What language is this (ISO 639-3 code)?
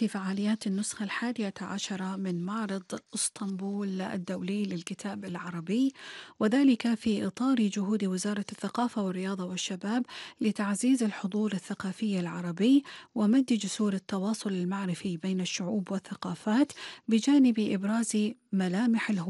ara